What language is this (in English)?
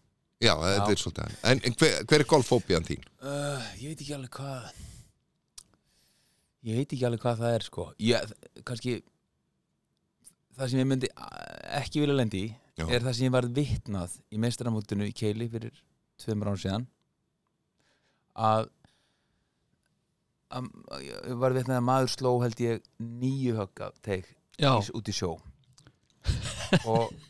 Icelandic